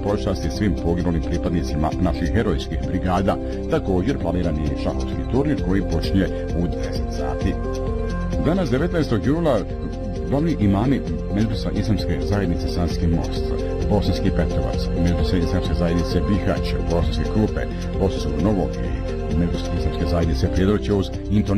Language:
Bosnian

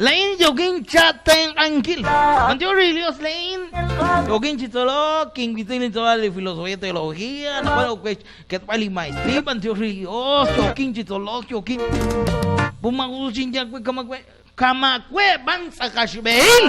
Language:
Kekchí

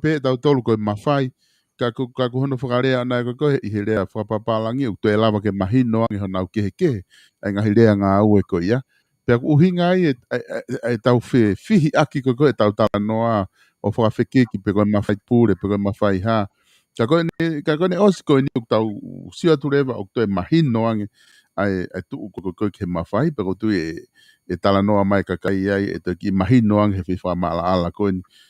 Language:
Tongan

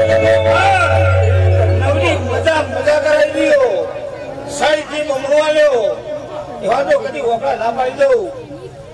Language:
Gujarati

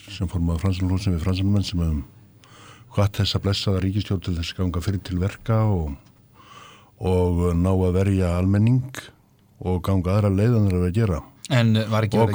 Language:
Icelandic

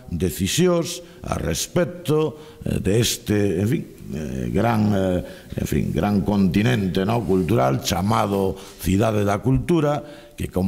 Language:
Galician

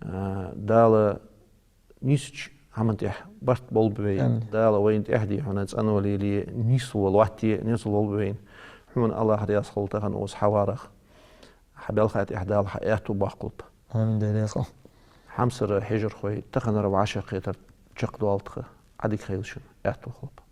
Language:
Ingush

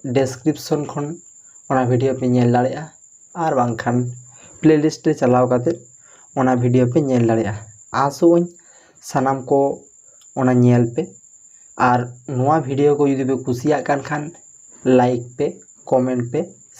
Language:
Santali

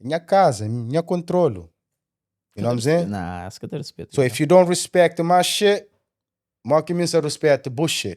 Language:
Kabuverdianu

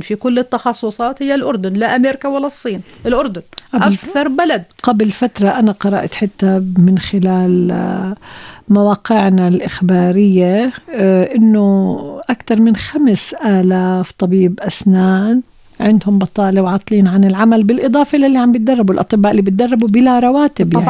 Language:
North Levantine Arabic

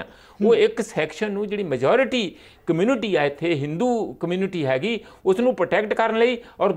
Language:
Punjabi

